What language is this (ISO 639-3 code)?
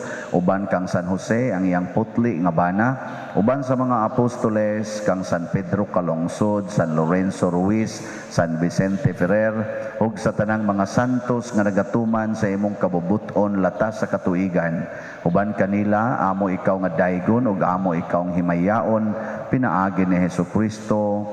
ceb